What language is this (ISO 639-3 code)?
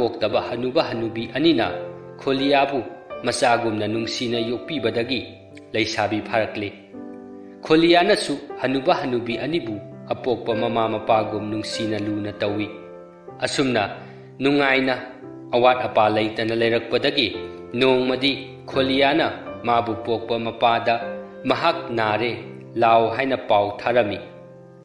mni